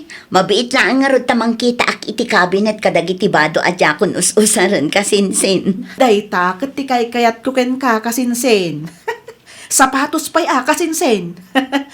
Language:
Iloko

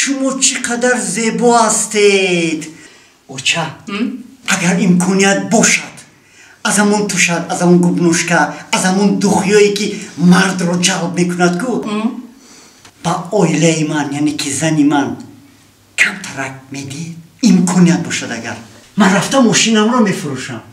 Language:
Tajik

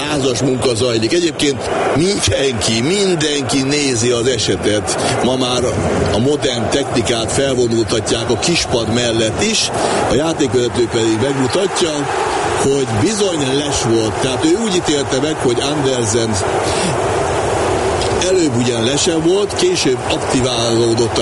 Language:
Hungarian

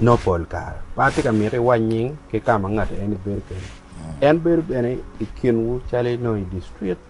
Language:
Acoli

